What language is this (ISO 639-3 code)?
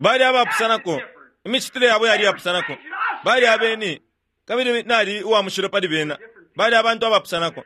bem